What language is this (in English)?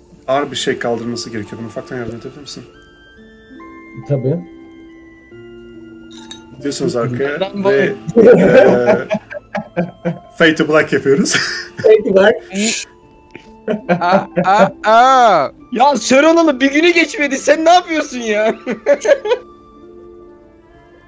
Turkish